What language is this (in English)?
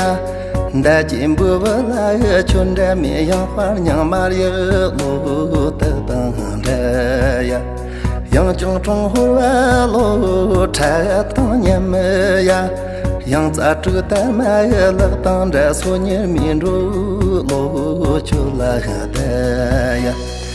Tibetan